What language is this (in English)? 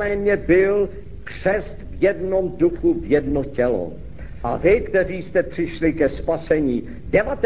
Czech